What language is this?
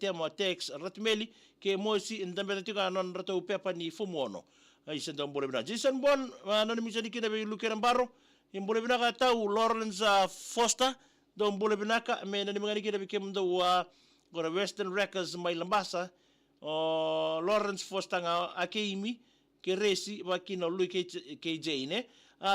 Fijian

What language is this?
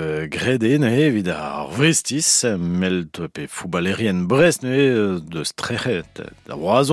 Breton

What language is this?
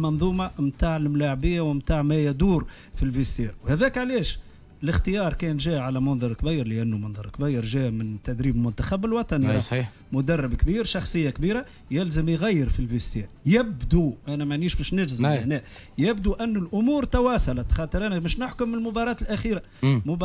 Tunisian Arabic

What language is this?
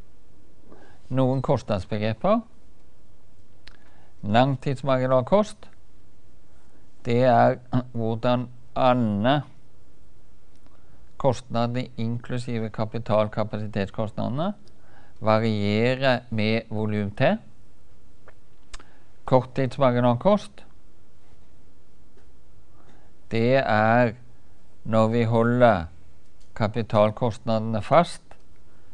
Norwegian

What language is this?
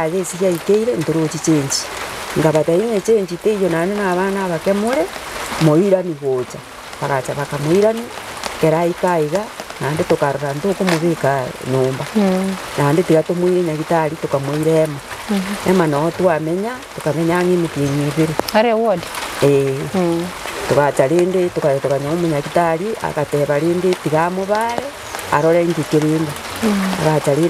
Gusii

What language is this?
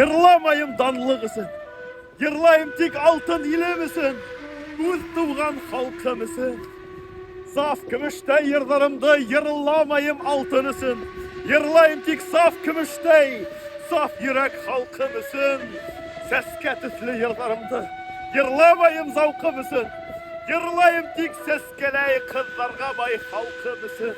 Bashkir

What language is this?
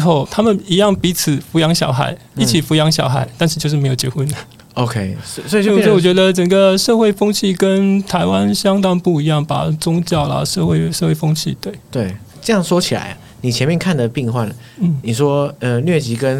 Chinese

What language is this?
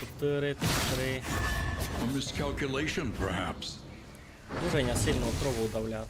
Rusyn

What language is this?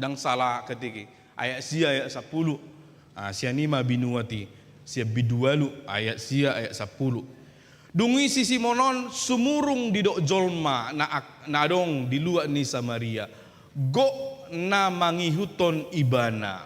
Batak Toba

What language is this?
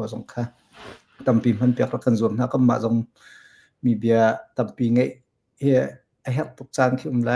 Hakha Chin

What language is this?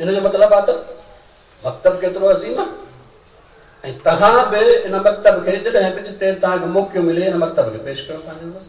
Sindhi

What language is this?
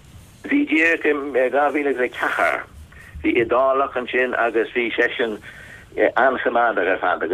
Irish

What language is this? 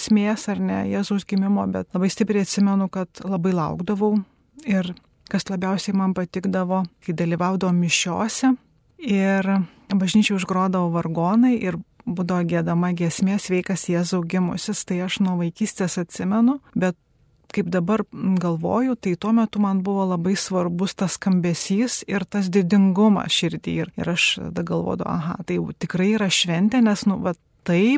Lithuanian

